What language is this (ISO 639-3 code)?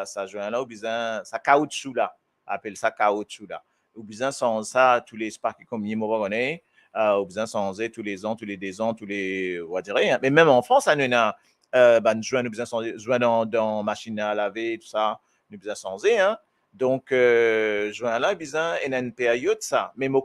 mfe